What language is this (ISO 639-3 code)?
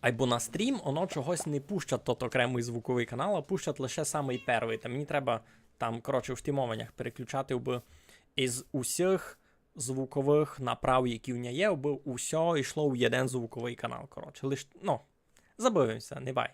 rue